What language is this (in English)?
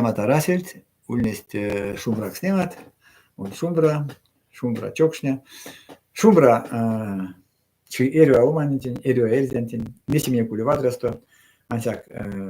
Erzya